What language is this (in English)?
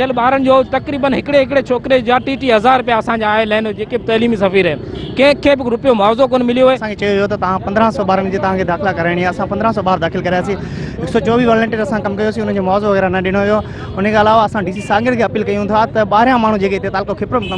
Sindhi